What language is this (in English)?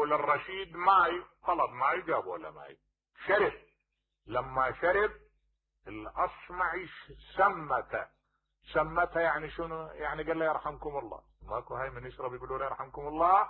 Mesopotamian Arabic